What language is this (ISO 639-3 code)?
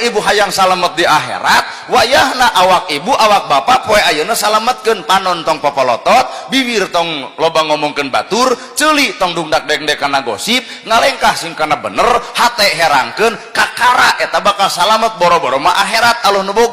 sun